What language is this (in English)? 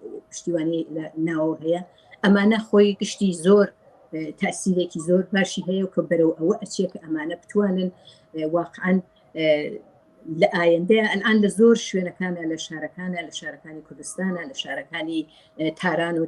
Central Kurdish